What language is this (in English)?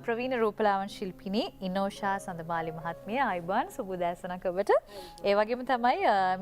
Sinhala